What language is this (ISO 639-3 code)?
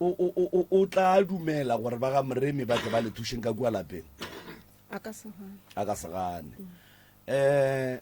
nso